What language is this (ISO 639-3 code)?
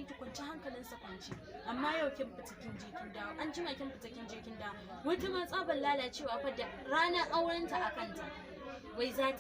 hau